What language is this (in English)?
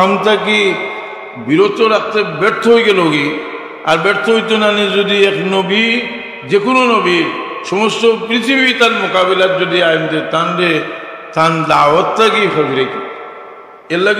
Sylheti